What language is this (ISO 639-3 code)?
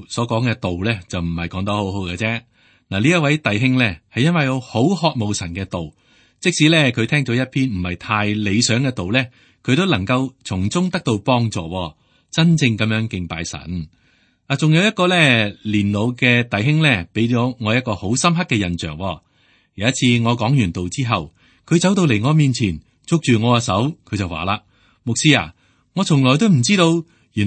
yue